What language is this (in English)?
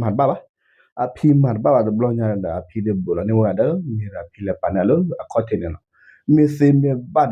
S'gaw Karen